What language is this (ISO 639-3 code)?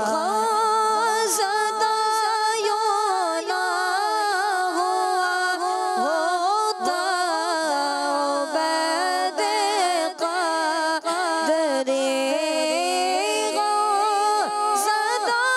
urd